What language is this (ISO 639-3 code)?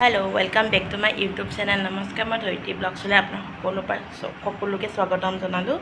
asm